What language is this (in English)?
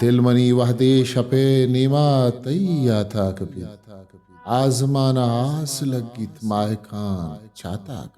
Eastern Balochi